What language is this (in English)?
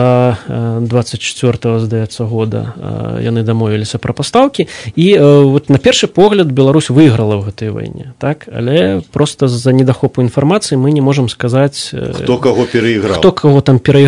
Belarusian